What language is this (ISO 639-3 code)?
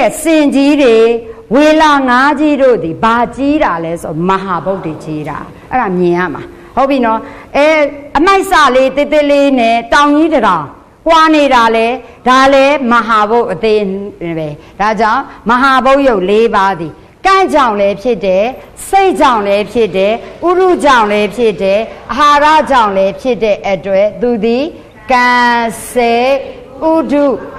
mya